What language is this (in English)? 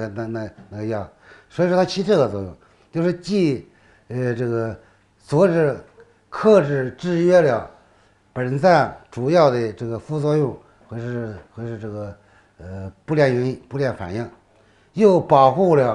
Chinese